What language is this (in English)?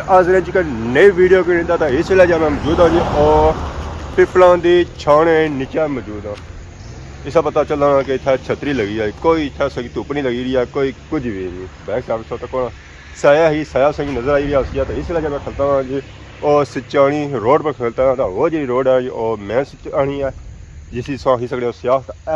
Pahari-Potwari